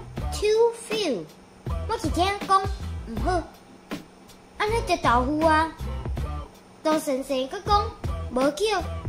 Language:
Min Nan Chinese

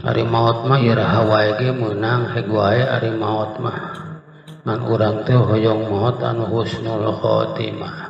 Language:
Sundanese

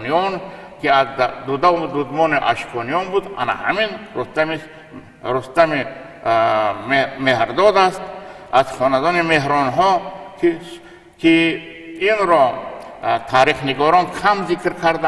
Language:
Tajik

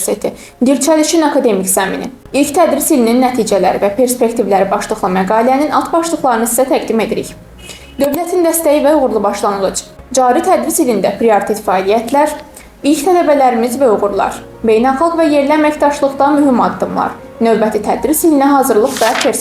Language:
Azerbaijani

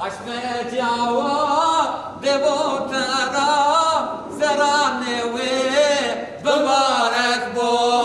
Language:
Zaza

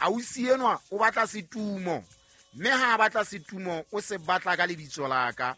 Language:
Southern Sotho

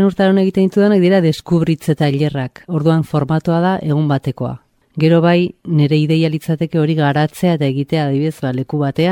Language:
Basque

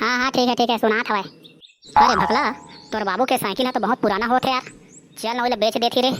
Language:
Chhattisgarhi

